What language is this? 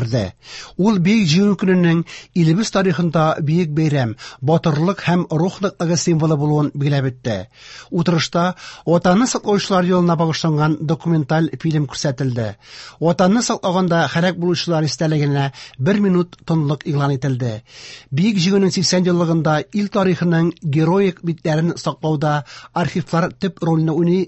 Tatar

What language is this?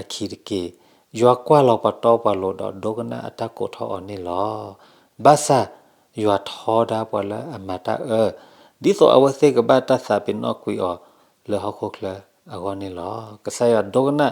S'gaw Karen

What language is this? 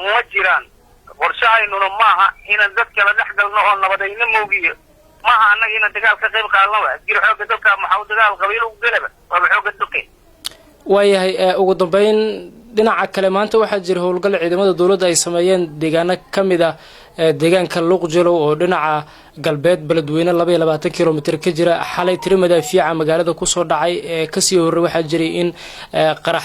Somali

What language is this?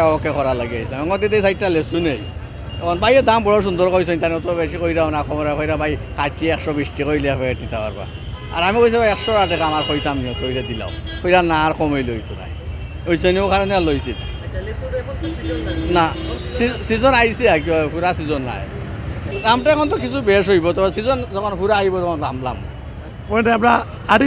Sylheti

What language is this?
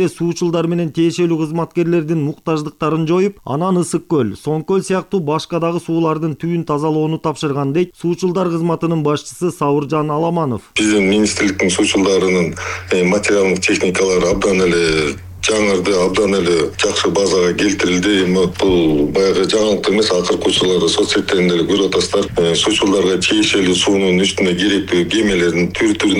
Kyrgyz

